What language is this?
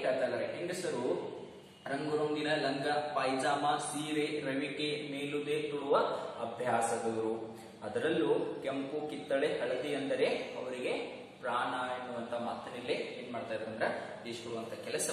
Kannada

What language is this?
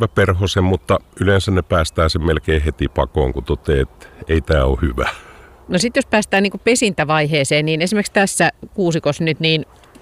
Finnish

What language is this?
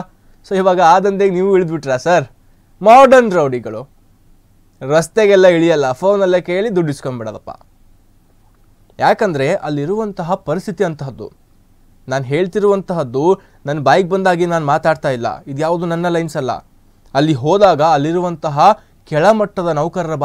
Kannada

